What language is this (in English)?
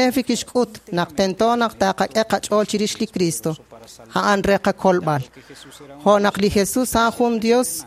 Kekchí